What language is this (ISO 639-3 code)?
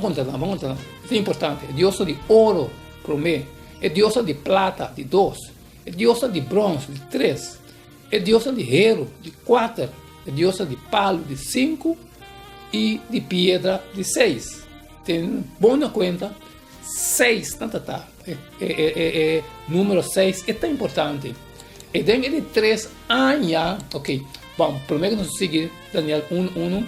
pap